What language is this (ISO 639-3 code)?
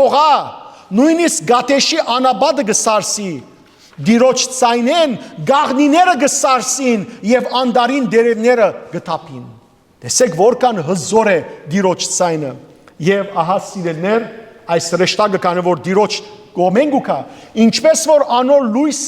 hyw